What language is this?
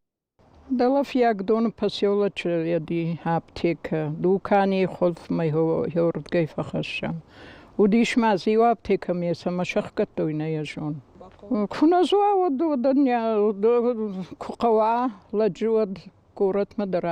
Ossetic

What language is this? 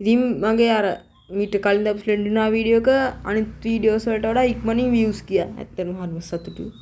Sinhala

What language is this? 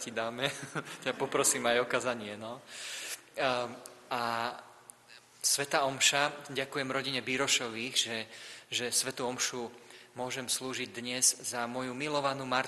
Slovak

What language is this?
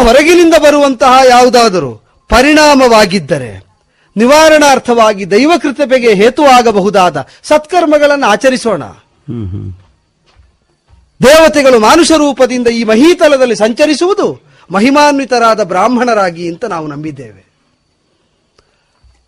Kannada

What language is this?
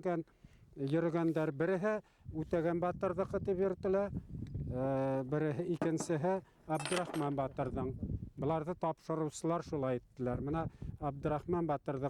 Bashkir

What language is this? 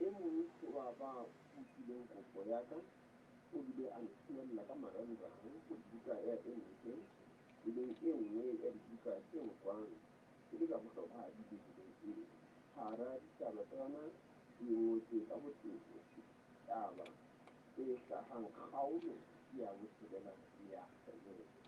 Southern Sotho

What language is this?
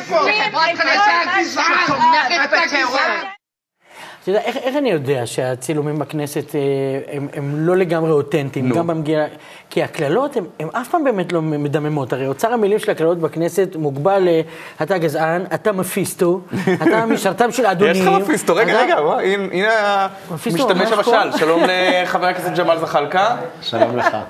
Hebrew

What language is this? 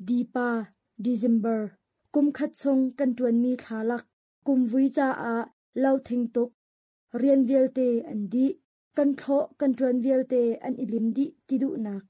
Hakha Chin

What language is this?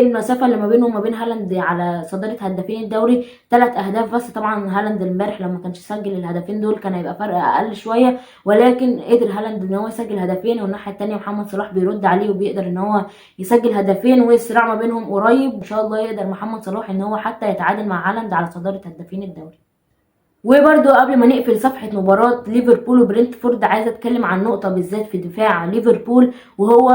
Egyptian Arabic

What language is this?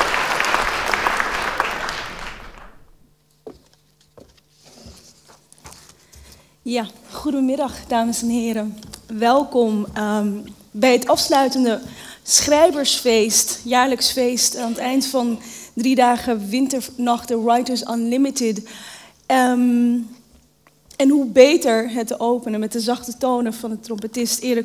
Dutch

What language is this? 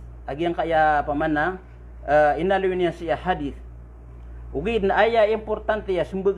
Maranao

